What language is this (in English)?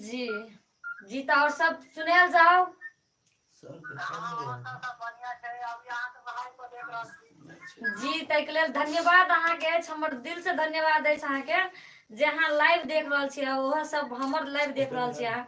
Maithili